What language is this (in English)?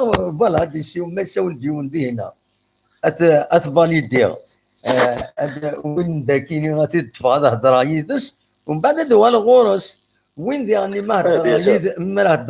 Kabyle